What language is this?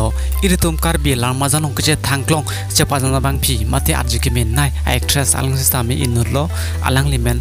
Karbi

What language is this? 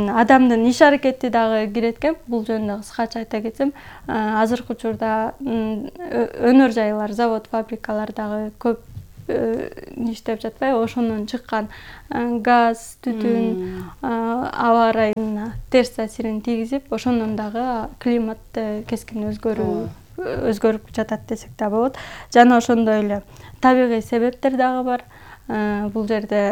Kyrgyz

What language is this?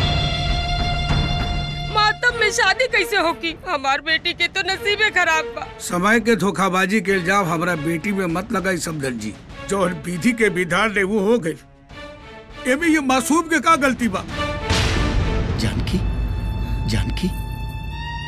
Bhojpuri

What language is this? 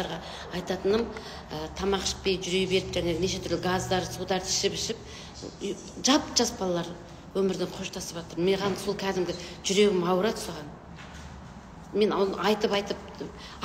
Kazakh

